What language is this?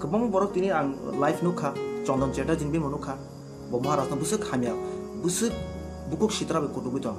Kok Borok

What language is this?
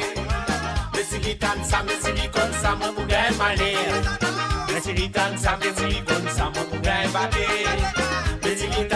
Morisyen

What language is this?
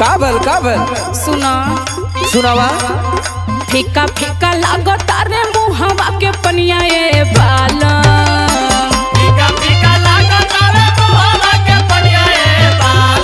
Bhojpuri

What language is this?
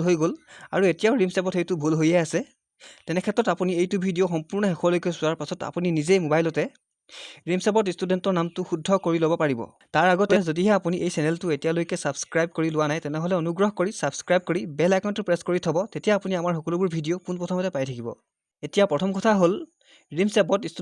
Assamese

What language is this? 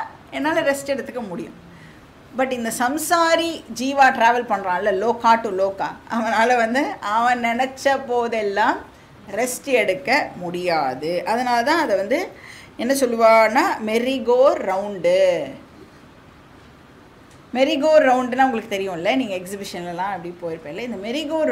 Tamil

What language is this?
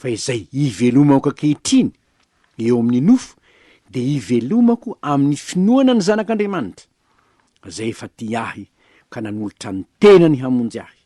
Malagasy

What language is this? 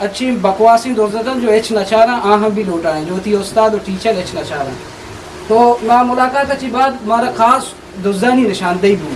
Eastern Balochi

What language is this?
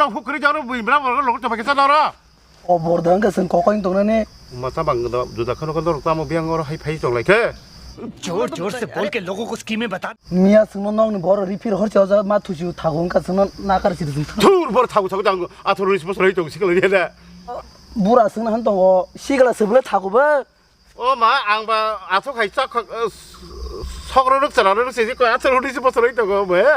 Kok Borok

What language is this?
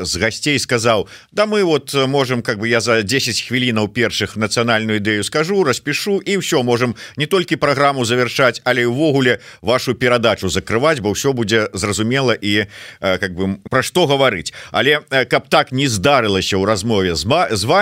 Belarusian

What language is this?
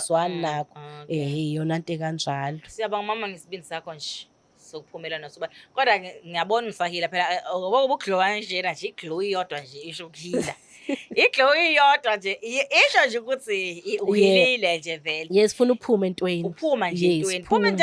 Zulu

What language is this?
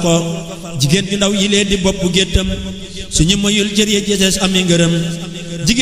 Wolof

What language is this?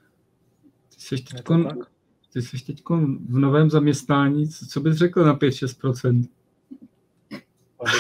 Czech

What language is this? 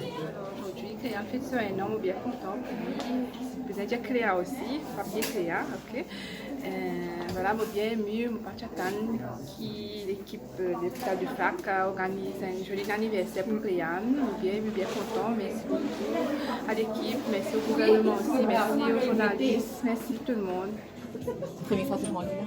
Morisyen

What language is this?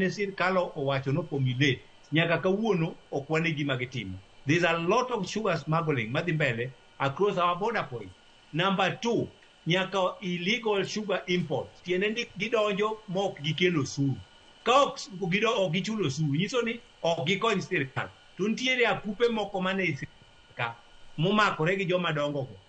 Luo (Kenya and Tanzania)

